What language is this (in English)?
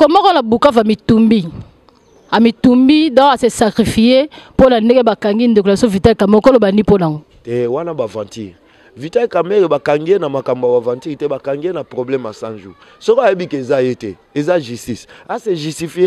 Lingala